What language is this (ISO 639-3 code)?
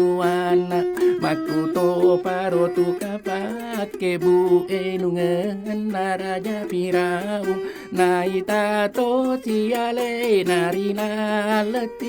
bug